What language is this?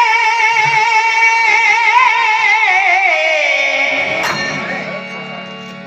Kannada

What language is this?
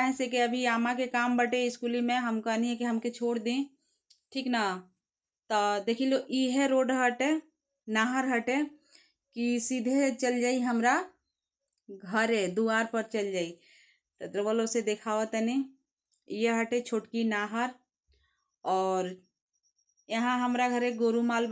Bhojpuri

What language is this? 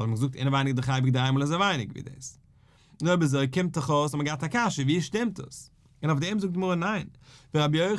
Yiddish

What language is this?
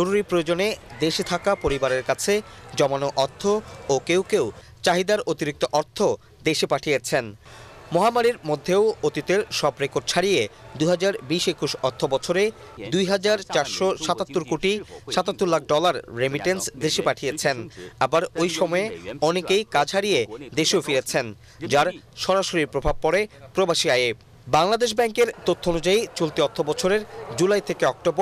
Bangla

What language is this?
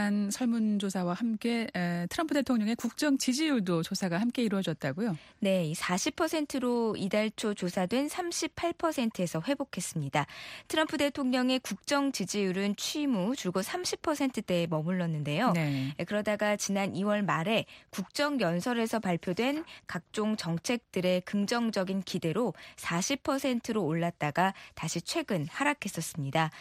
Korean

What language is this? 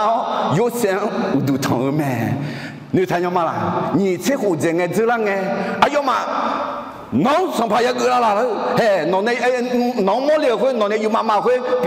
Akha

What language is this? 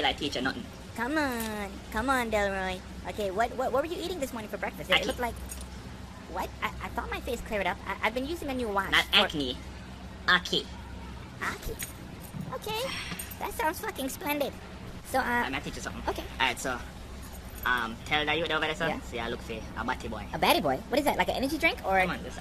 Jamaican Creole English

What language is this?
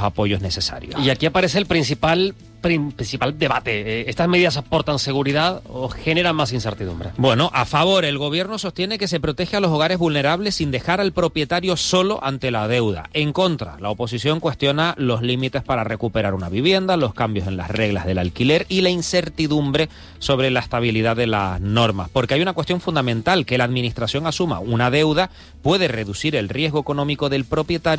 Spanish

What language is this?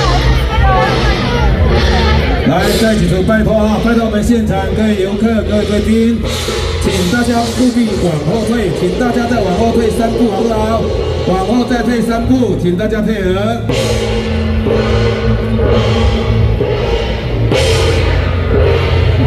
Chinese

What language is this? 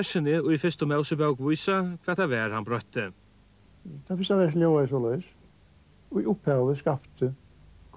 Faroese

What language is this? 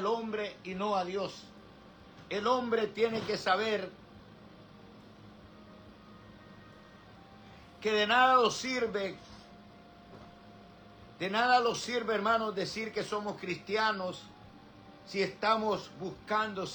Spanish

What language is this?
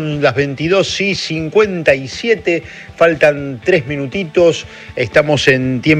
Spanish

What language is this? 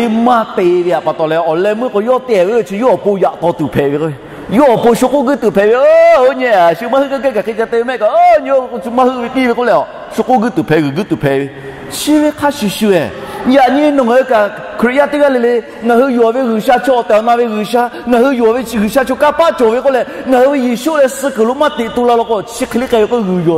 Lahu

